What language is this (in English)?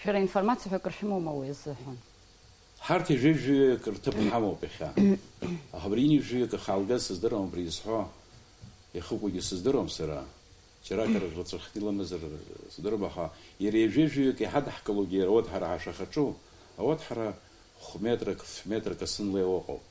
Abkhazian